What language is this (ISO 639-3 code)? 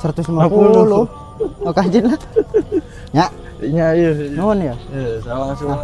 sun